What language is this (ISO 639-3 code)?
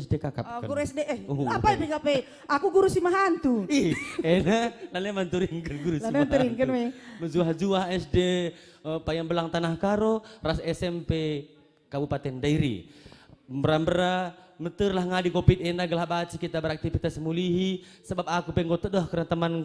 btx